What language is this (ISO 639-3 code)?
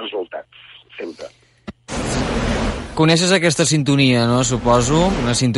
cat